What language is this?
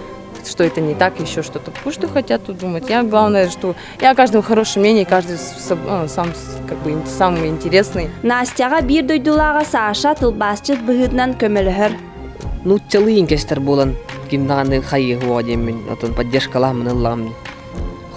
Yakut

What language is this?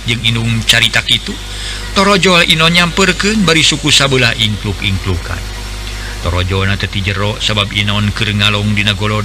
Sundanese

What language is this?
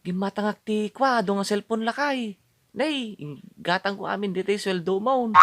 Iloko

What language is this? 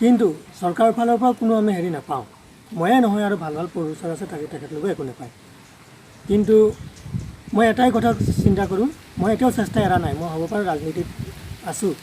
Assamese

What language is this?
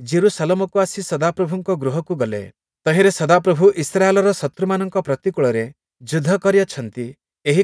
Odia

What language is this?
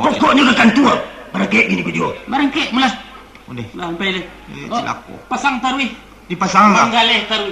Minangkabau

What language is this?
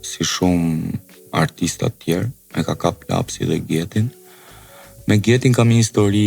Albanian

